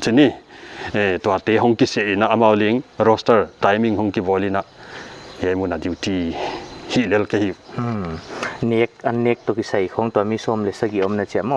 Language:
Paite Chin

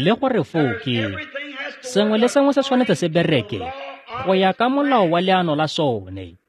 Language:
Tswana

